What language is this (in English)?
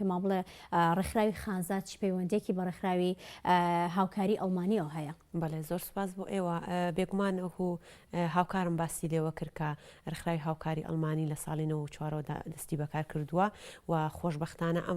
Central Kurdish